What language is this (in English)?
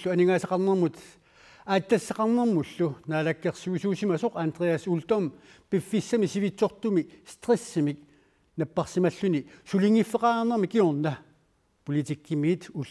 Kalaallisut